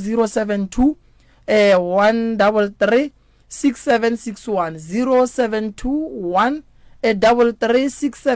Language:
Northern Sotho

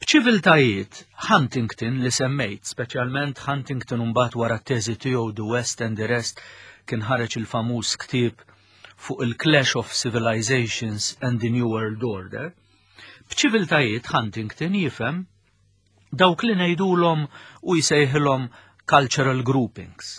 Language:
Maltese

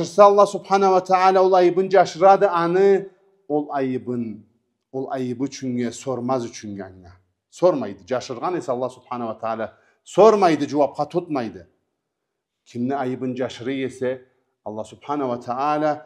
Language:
Karachay-Balkar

